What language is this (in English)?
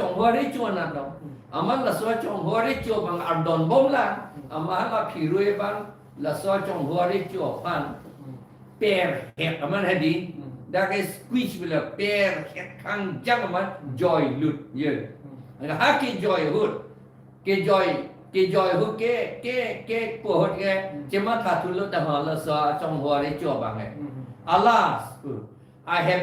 Karbi